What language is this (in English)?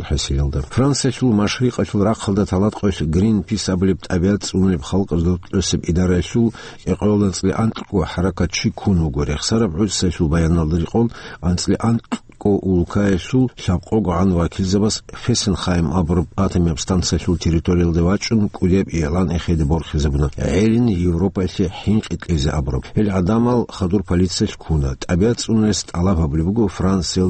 Avaric